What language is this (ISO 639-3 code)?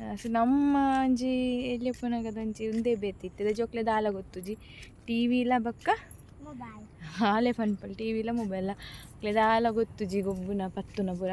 tcy